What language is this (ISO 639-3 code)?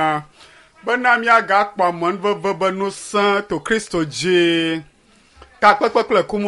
ewe